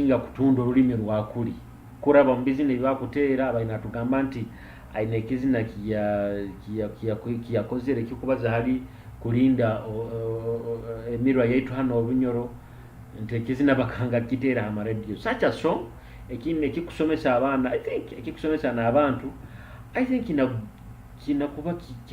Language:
Nyoro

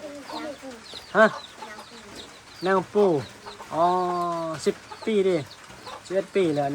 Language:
Northeastern Thai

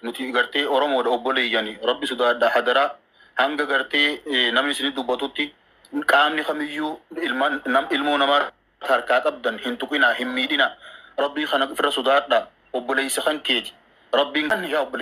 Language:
Oromo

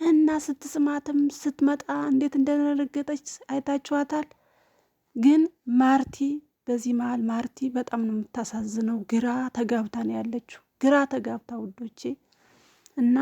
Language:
Amharic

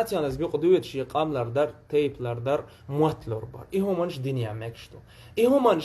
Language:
Chechen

